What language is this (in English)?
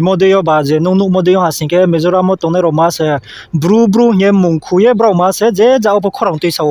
Riang (India)